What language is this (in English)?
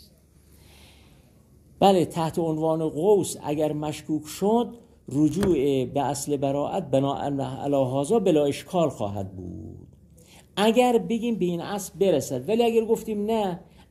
Persian